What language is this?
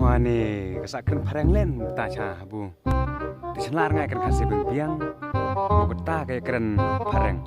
Khasi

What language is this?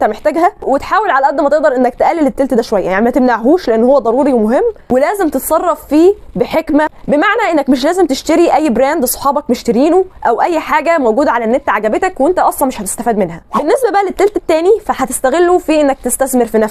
Egyptian Arabic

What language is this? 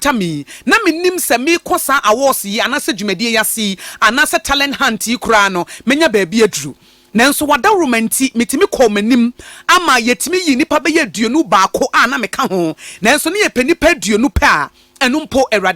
Akan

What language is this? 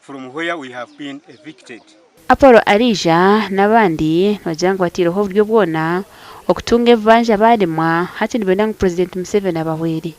Nyankole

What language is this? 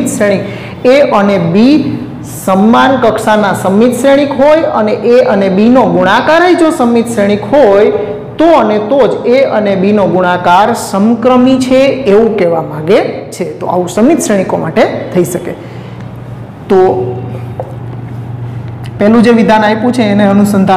Gujarati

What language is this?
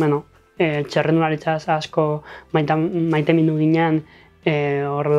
Basque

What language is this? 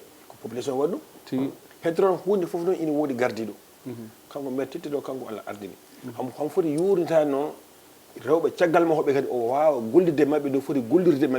Fula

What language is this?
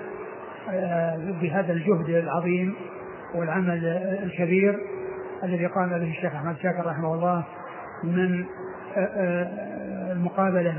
Arabic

